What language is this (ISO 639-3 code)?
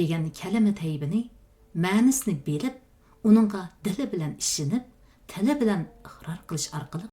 uig